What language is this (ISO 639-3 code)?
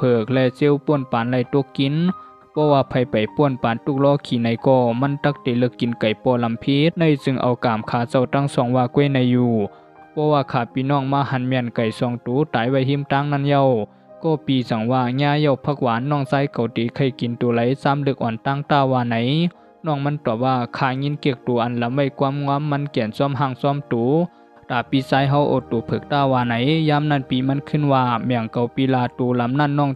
shn